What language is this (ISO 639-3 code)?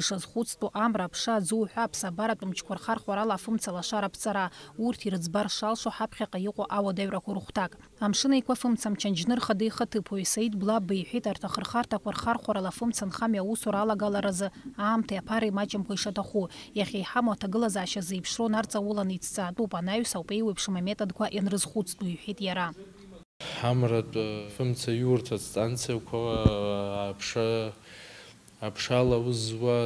abk